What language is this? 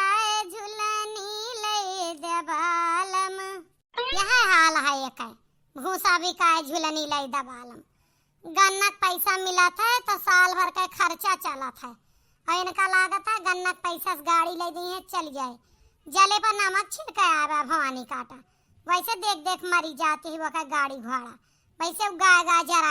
Awadhi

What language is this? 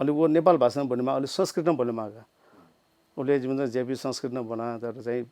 Newari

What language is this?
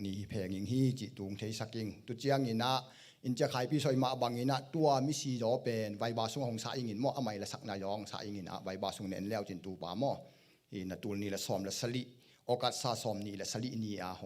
Tedim Chin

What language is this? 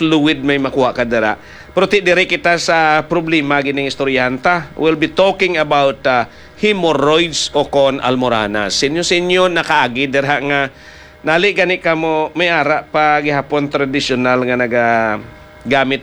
Hiligaynon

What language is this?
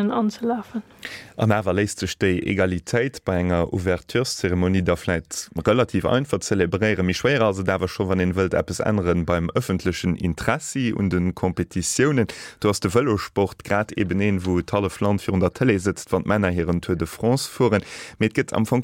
Luxembourgish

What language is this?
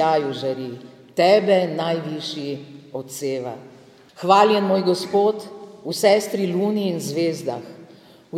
Slovenian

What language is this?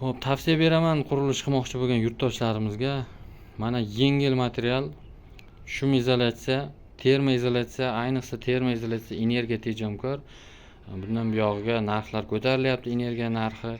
Uzbek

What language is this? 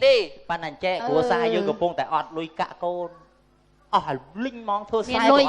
Khmer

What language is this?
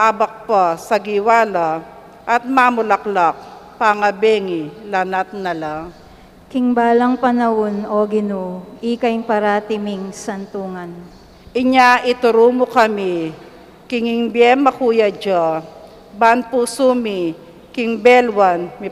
Pampanga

